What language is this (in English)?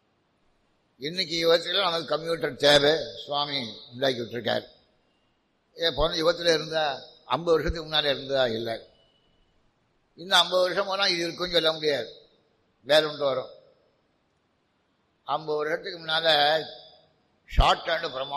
Tamil